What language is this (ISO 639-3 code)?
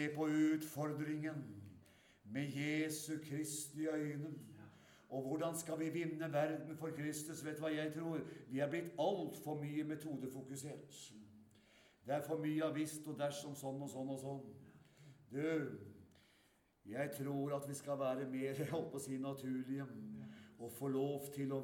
nor